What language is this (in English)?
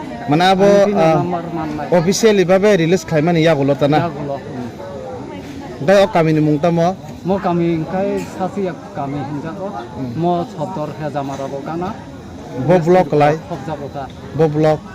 Kok Borok